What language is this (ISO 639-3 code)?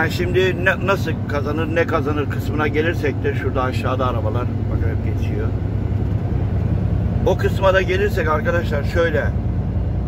tur